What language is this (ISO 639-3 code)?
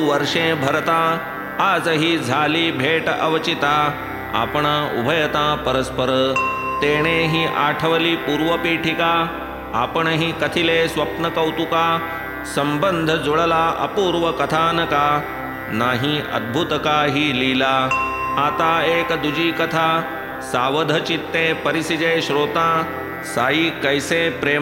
mar